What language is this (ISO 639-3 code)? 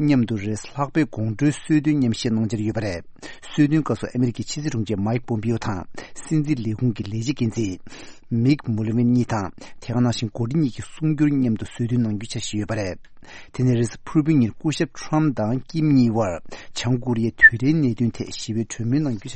bod